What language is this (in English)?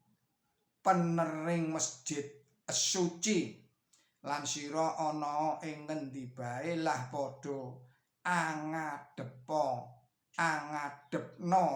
Javanese